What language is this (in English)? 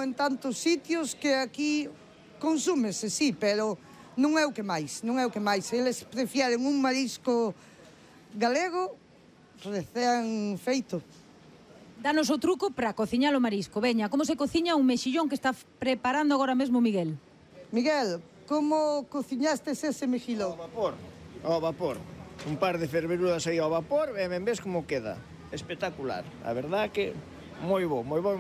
Galician